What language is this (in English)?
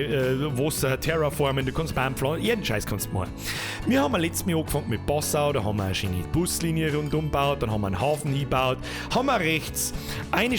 Bavarian